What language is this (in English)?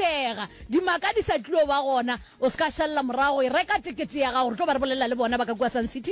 Northern Sotho